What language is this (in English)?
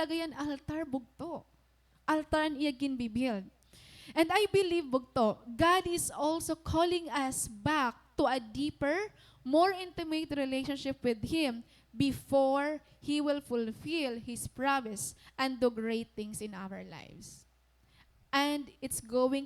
Waray